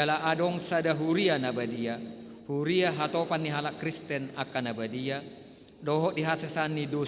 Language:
Batak Toba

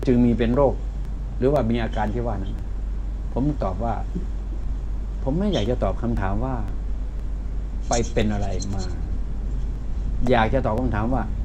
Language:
Thai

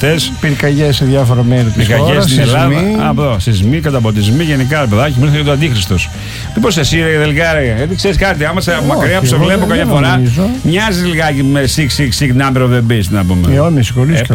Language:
Greek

